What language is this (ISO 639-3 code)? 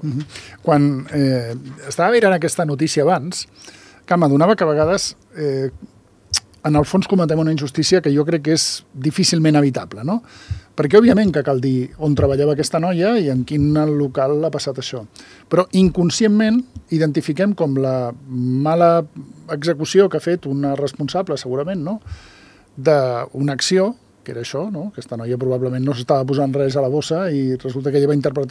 cat